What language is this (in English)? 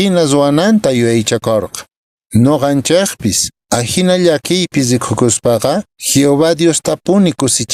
Quechua